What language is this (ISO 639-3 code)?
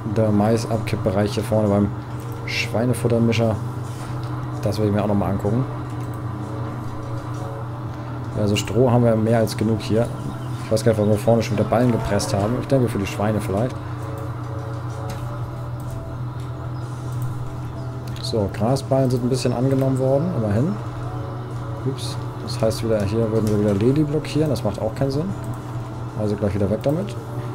deu